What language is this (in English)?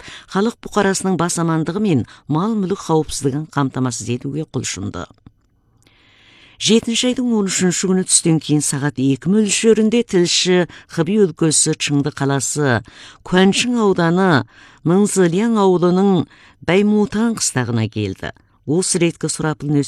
Kazakh